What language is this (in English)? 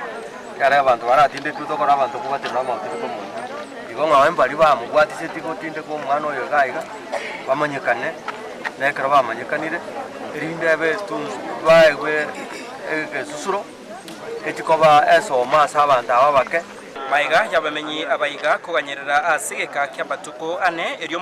Gusii